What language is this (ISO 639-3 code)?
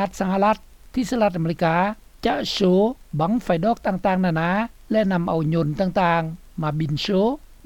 lao